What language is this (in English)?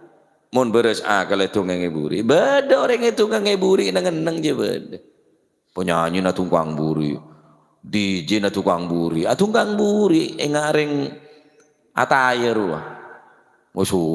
Madurese